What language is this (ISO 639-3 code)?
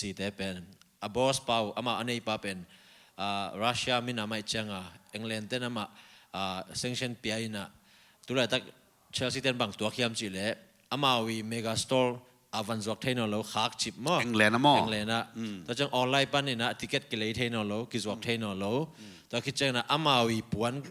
ctd